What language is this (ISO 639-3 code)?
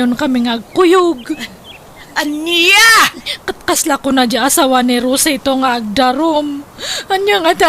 ilo